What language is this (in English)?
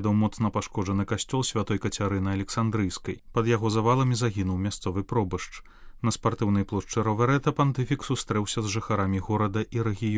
Belarusian